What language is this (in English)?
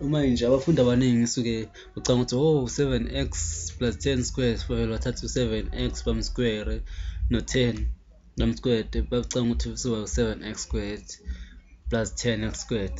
Zulu